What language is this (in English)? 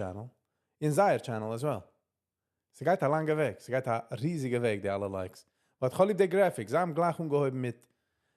Yiddish